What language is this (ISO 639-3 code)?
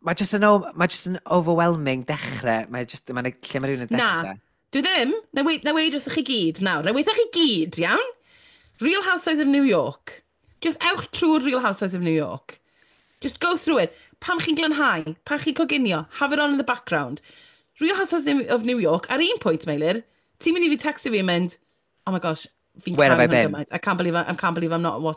cym